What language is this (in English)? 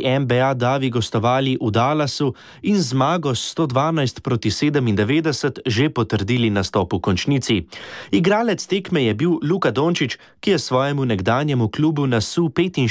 Slovenian